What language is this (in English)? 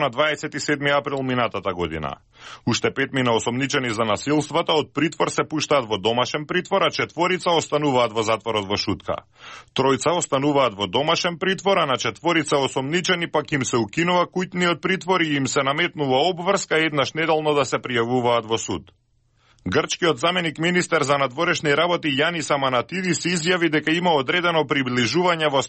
Macedonian